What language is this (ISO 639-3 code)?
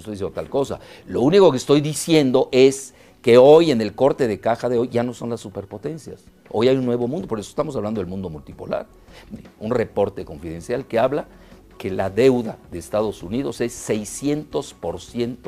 spa